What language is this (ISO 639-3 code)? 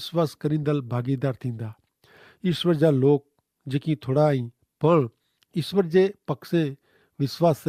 kfr